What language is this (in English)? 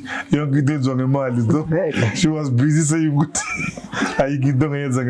Zulu